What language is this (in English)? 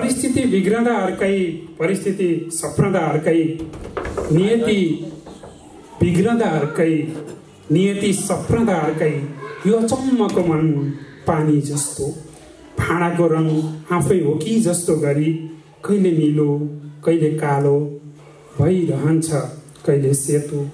Nepali